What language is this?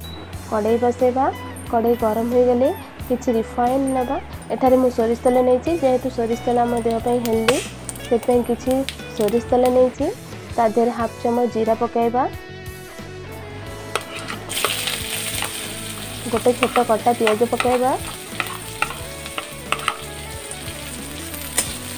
Odia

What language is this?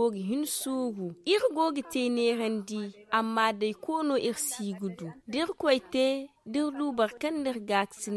Zarma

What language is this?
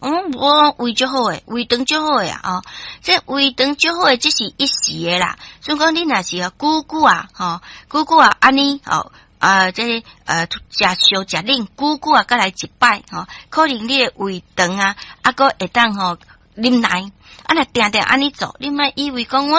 Min Nan Chinese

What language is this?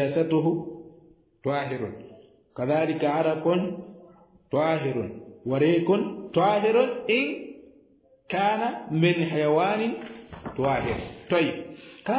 Swahili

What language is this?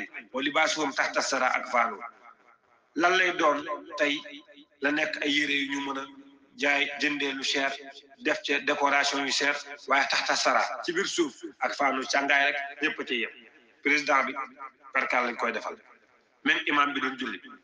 Wolof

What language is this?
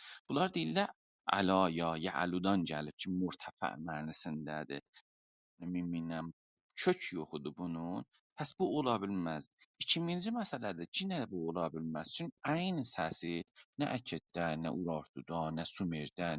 South Azerbaijani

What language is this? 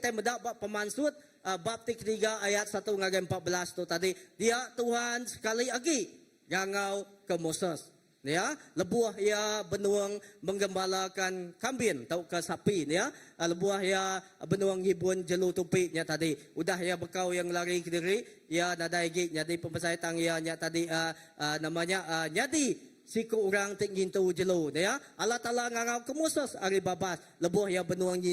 Iban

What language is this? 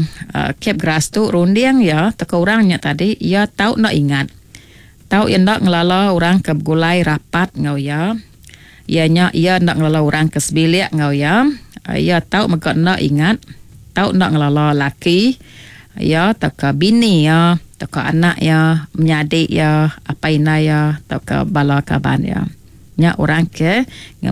Iban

